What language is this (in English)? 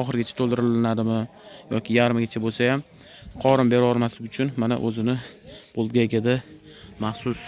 Uzbek